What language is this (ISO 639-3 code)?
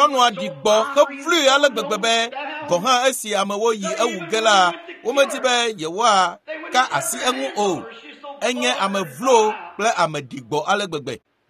ewe